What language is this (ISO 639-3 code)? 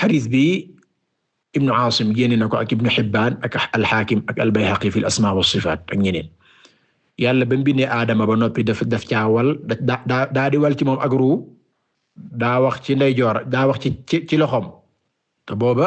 wol